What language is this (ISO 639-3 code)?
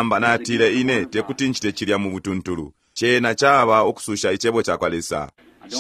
bem